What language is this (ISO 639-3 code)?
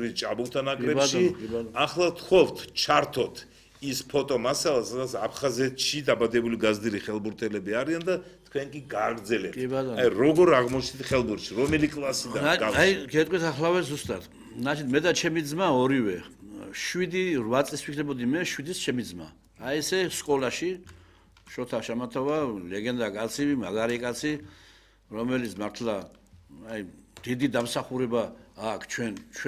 kat